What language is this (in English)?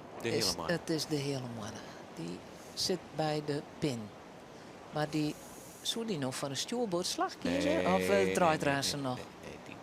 Western Frisian